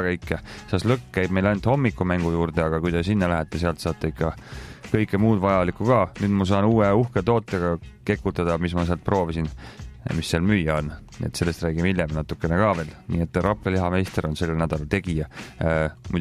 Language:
Estonian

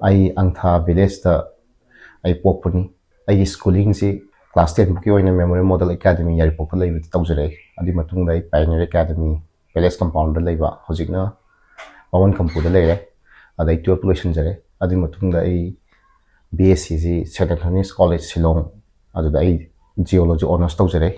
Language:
Manipuri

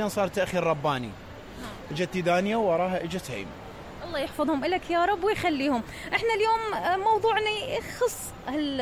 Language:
Mesopotamian Arabic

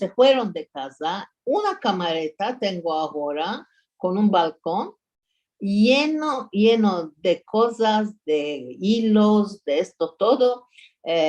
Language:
Ladino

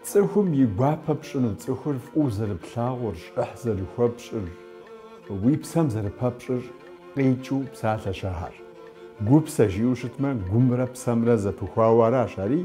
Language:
Kabardian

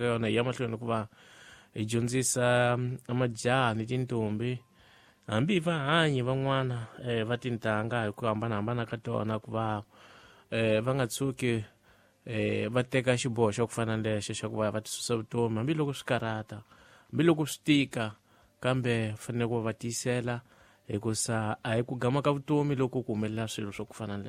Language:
Tsonga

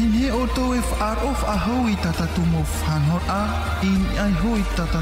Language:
Tahitian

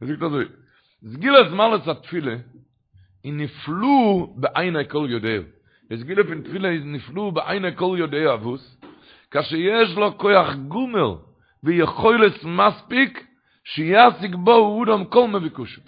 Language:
Yiddish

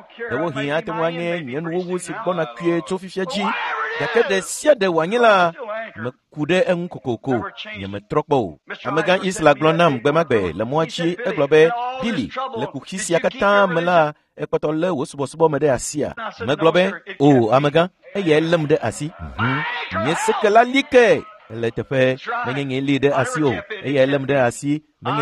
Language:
Ewe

